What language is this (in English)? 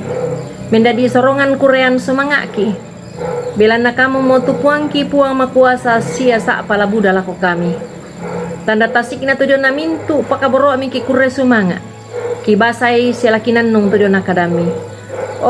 Toraja-Sa'dan